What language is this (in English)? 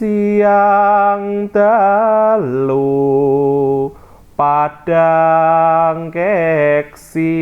Javanese